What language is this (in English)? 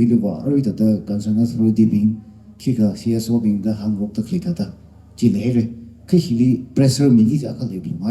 Tangkhul Naga (India)